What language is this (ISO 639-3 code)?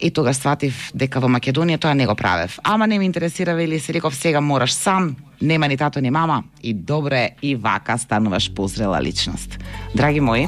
mkd